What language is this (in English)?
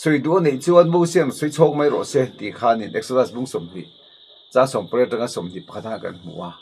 Mizo